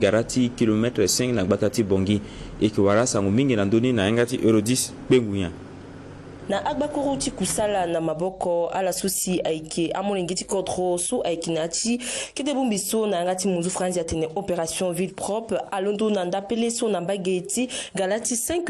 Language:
Sango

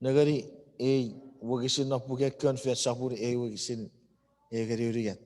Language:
Chuukese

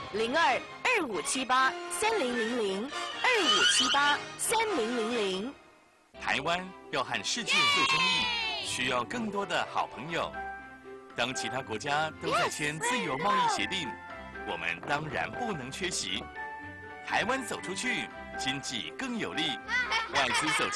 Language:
Chinese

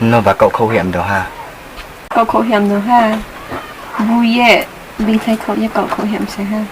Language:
Riang (India)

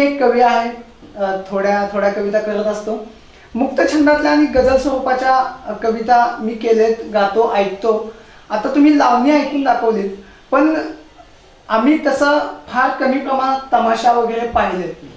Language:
Marathi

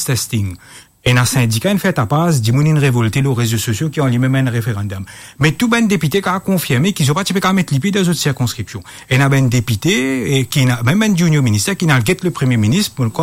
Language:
Morisyen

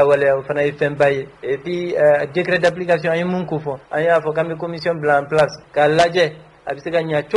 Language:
Bambara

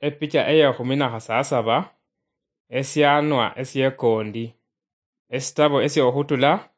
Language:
Luyia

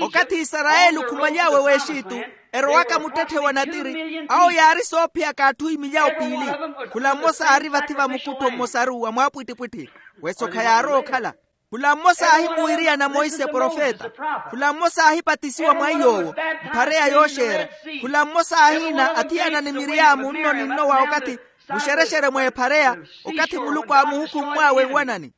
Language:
Makhuwa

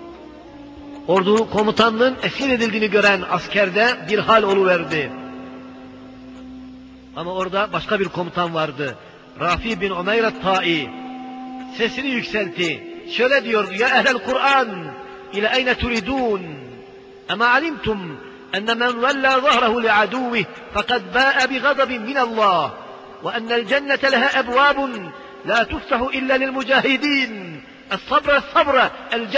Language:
Turkish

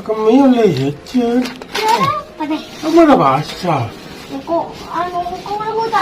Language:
Madurese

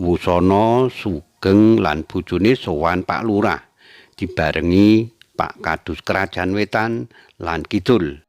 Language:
Javanese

